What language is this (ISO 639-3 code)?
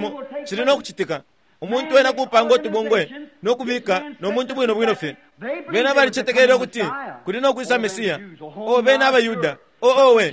bem